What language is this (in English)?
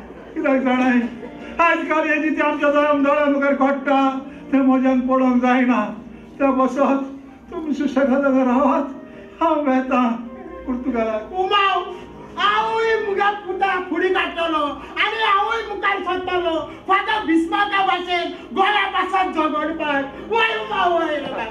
Konkani